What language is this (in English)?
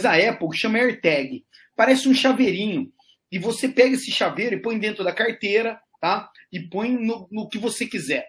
Portuguese